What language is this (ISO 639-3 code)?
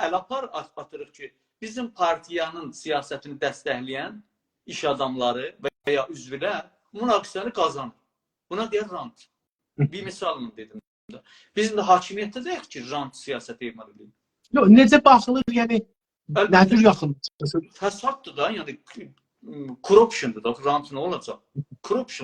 azb